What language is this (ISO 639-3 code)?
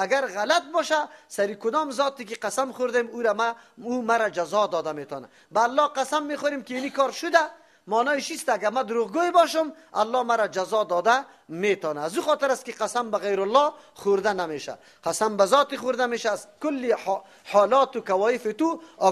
fas